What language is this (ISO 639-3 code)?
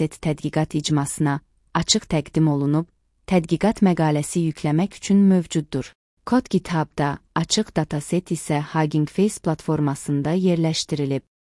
aze